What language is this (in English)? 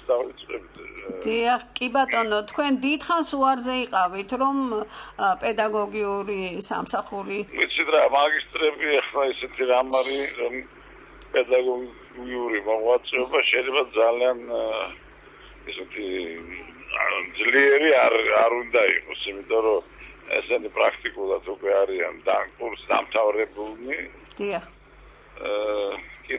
Georgian